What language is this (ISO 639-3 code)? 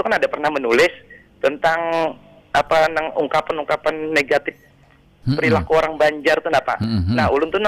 bjn